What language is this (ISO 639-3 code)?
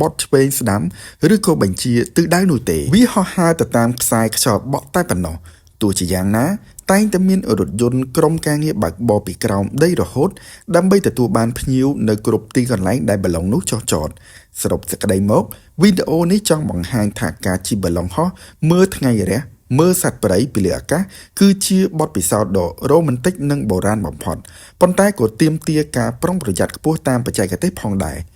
khm